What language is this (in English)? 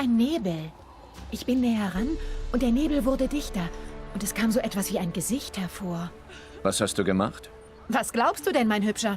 Swiss German